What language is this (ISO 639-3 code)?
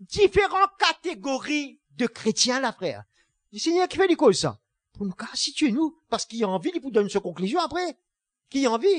mfe